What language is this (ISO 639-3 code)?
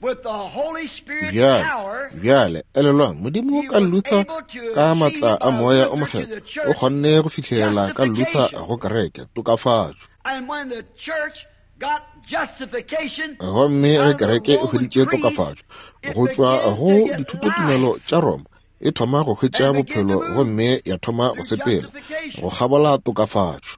nso